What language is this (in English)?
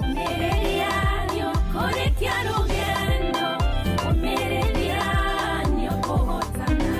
Kikuyu